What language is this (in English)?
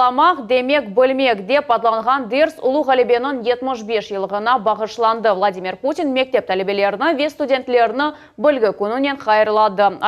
Crimean Tatar